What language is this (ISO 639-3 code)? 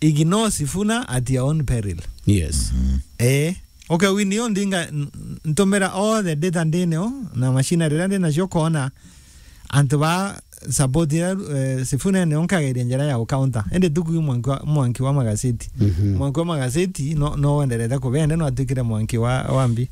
mer